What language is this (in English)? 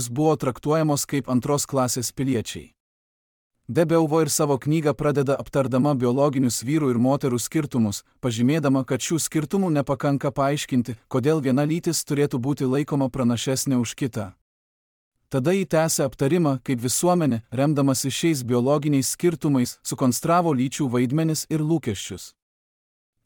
Lithuanian